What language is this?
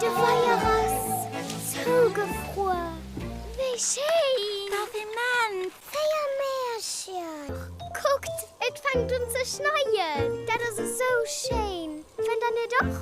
Luxembourgish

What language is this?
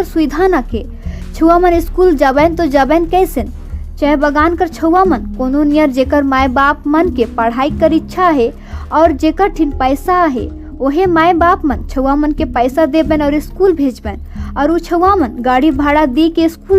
Sadri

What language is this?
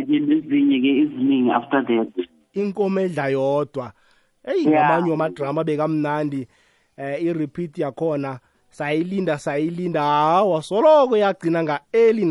South Ndebele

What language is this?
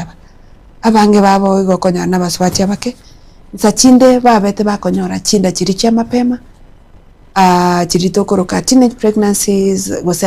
Gusii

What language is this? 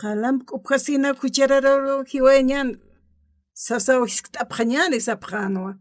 Aymara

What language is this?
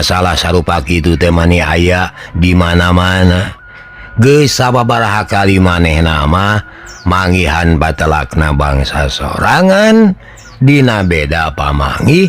Sundanese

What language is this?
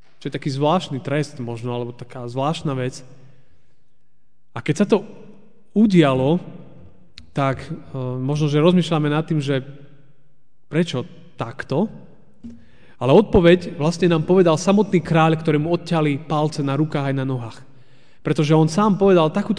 Slovak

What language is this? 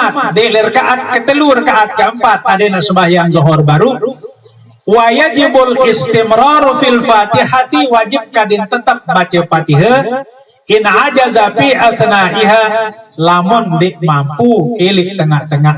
Sasak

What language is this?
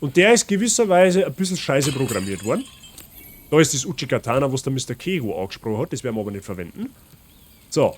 Bavarian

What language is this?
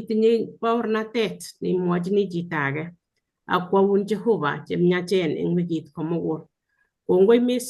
Kalenjin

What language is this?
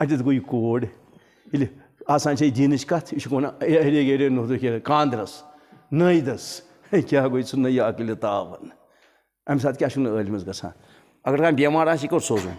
Kashmiri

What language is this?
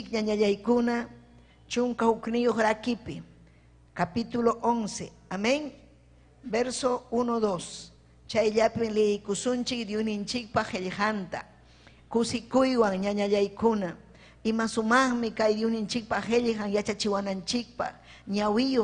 Ayacucho Quechua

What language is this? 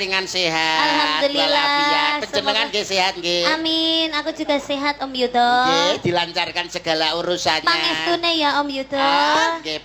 Javanese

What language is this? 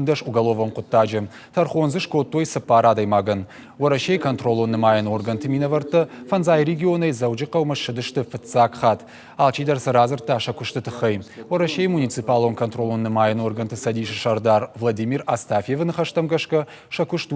Ossetic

